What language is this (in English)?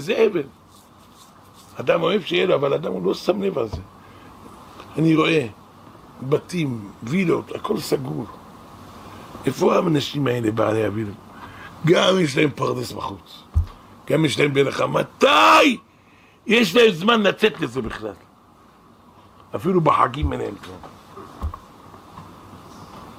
Hebrew